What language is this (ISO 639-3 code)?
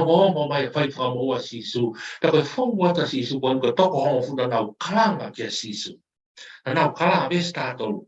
ton